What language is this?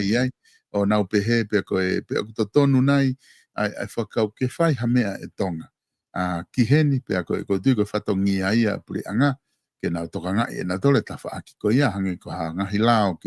Tongan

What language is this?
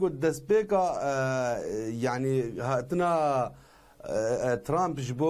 Kurdish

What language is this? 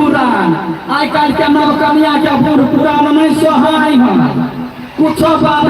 Maithili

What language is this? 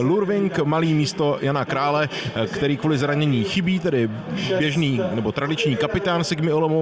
Czech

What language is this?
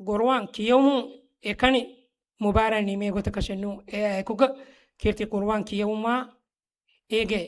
Divehi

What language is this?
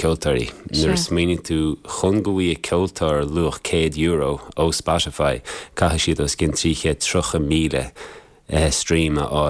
Irish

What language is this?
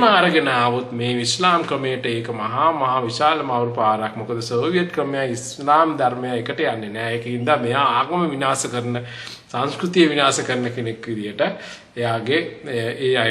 Sinhala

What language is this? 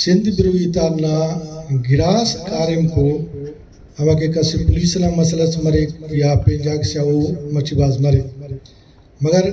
Brahui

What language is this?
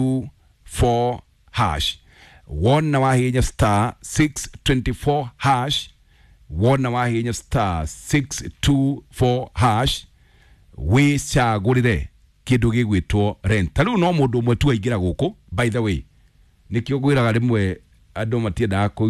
Kikuyu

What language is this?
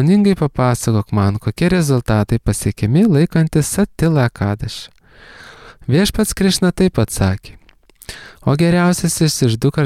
Lithuanian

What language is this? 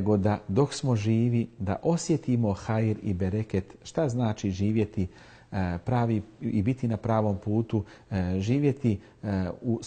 Bosnian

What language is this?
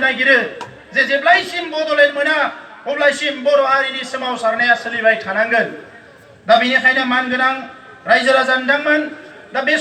Bodo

